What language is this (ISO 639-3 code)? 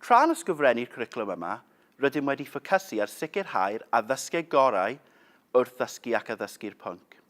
cym